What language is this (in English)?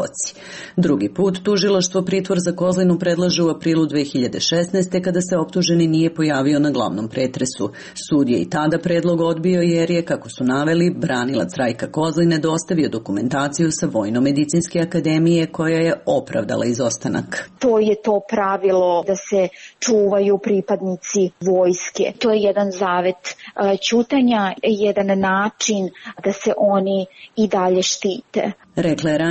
Serbian